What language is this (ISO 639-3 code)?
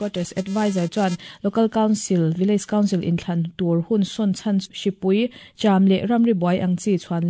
lus